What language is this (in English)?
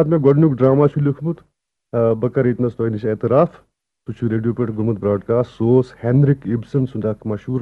Kashmiri